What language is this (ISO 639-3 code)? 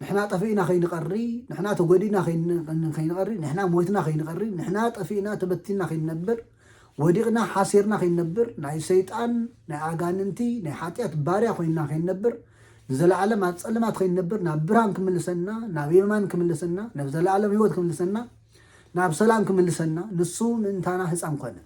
tir